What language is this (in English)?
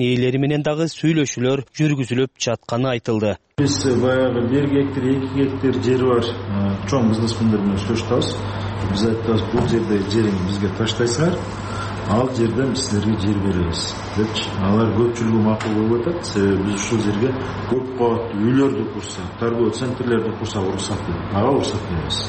Kyrgyz